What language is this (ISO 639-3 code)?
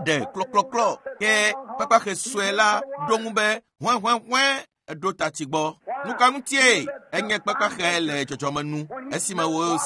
ewe